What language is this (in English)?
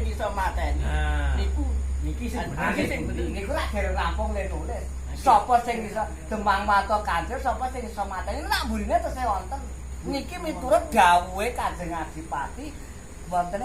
Javanese